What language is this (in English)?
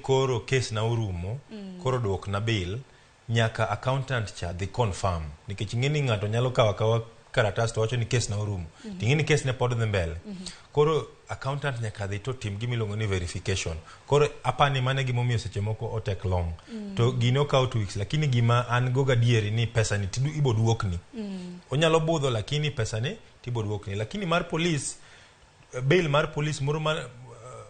Luo (Kenya and Tanzania)